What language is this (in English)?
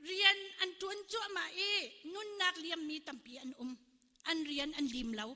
Hakha Chin